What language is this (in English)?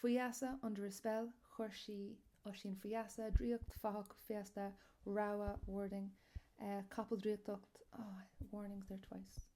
Irish